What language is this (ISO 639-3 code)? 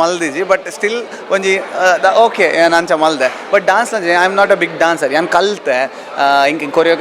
tcy